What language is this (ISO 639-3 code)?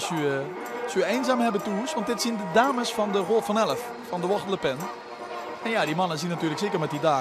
lim